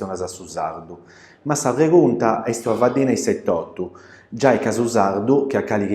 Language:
Sardinian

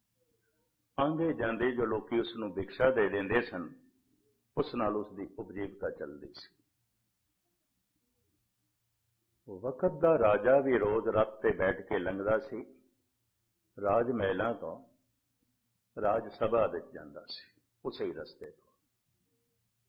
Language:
Punjabi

